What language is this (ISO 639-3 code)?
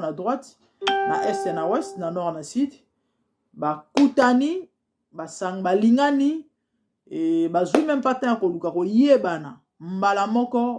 lin